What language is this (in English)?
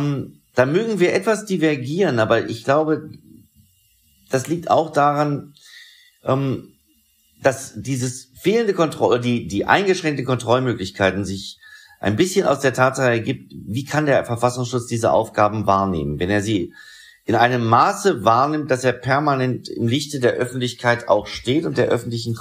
German